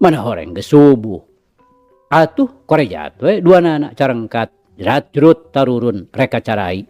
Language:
Sundanese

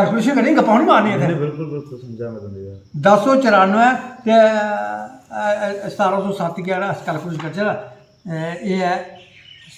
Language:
Dogri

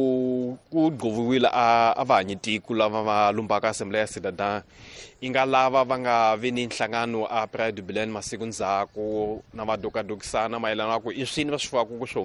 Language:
Tsonga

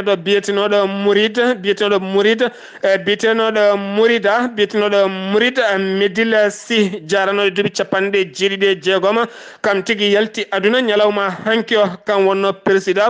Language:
Fula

